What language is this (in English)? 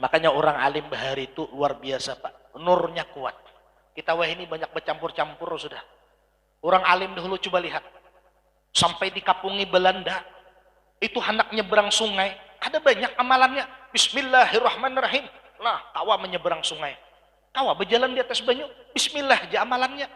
Banjar